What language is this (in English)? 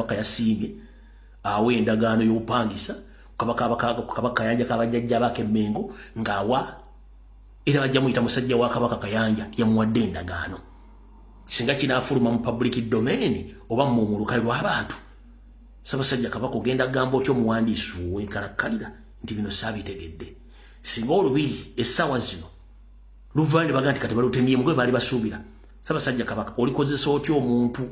Ganda